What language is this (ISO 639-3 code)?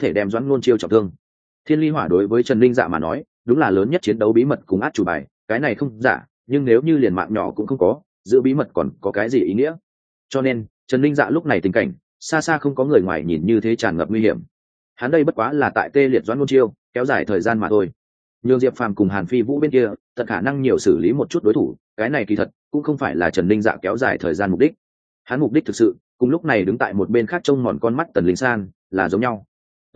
vie